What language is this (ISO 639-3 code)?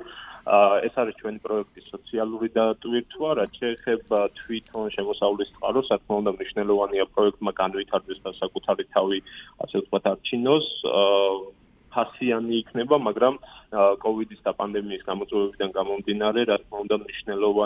kat